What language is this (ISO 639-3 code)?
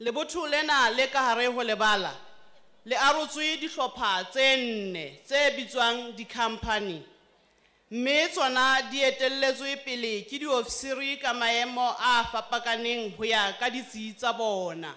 sot